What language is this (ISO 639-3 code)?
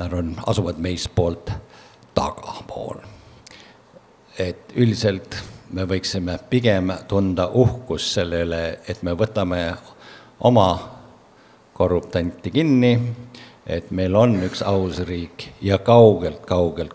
est